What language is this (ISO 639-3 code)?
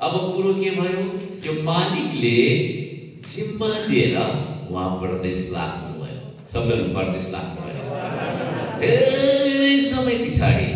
nep